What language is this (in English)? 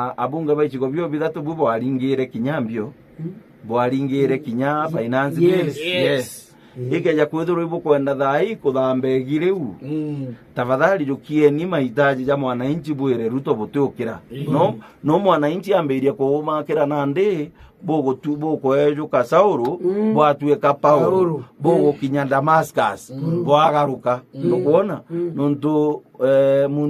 Meru